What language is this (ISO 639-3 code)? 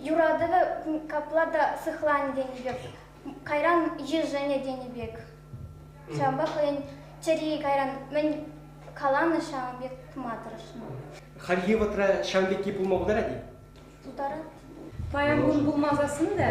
chv